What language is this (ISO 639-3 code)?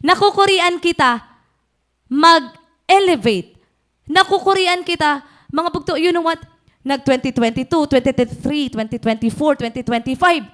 war